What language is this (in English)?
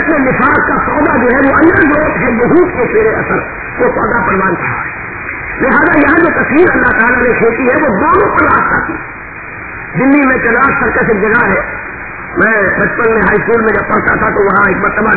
Urdu